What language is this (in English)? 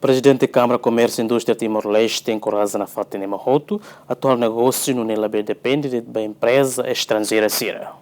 Tetum